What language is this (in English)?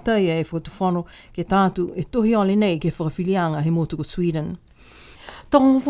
Niuean